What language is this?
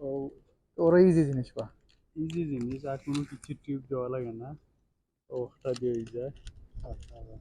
Sylheti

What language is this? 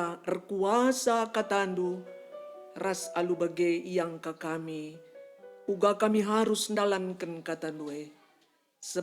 Batak Karo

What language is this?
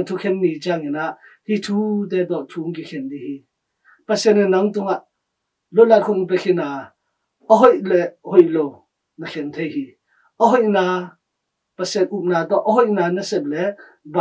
Tedim Chin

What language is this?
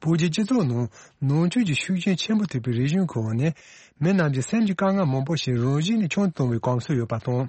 Tibetan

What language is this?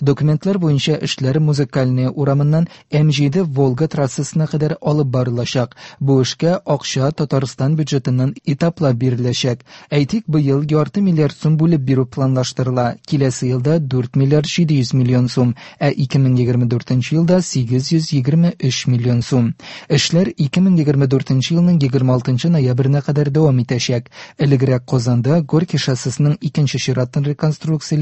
Tatar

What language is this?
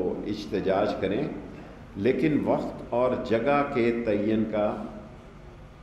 Urdu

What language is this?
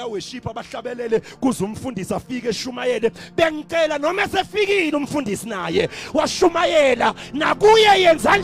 Zulu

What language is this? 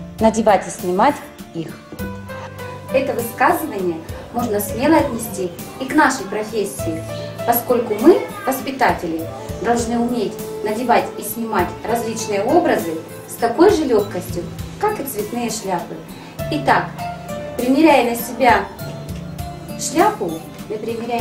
Russian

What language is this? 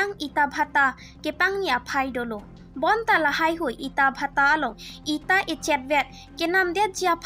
Karbi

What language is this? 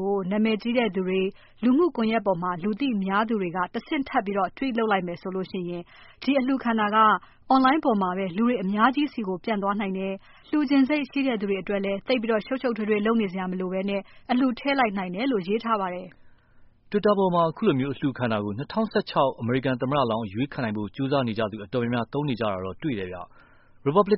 Burmese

